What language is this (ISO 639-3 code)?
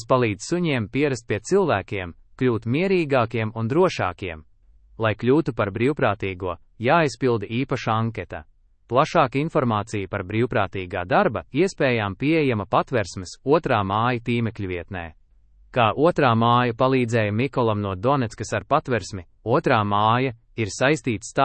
lav